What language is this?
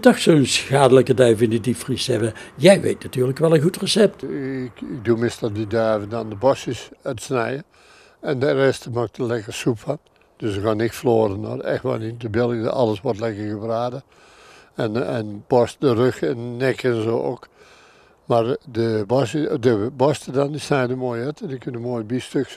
Dutch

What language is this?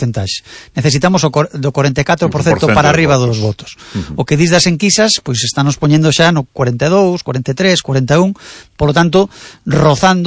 Galician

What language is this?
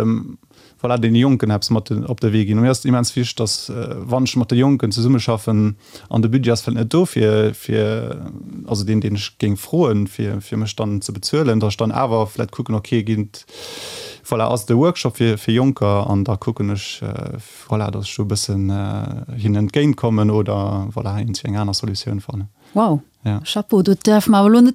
Luxembourgish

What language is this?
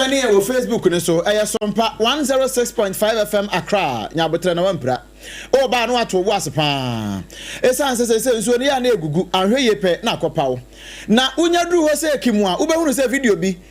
Akan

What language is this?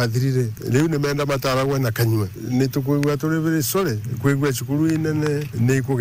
Meru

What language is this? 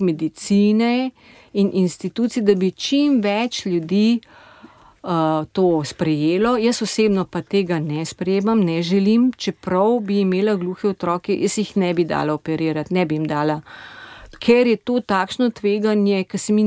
Slovenian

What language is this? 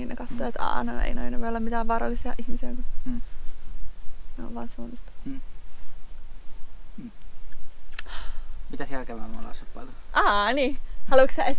Finnish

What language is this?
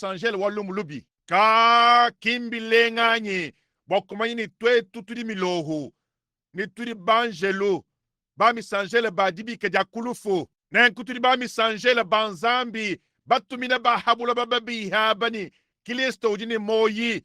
Luba-Lulua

